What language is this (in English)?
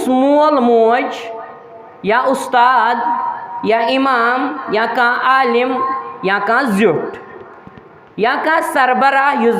Kashmiri